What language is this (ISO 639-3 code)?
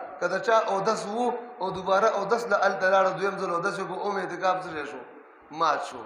pus